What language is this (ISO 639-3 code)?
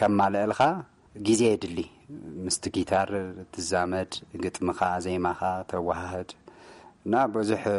tir